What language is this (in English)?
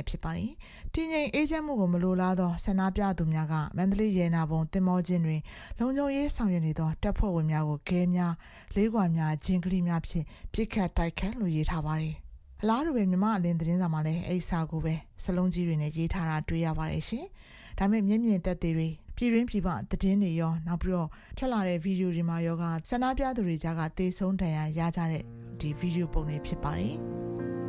Burmese